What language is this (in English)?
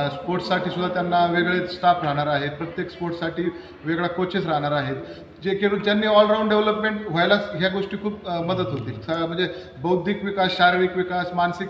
Marathi